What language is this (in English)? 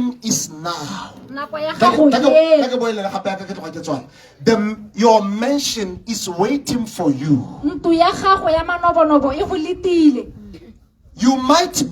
Tswana